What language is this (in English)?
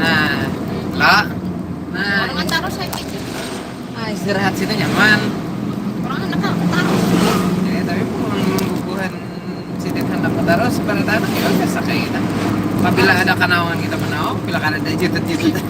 Banjar